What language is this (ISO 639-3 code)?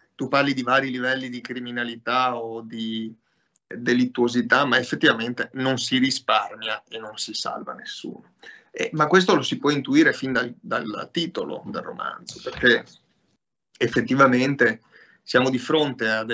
ita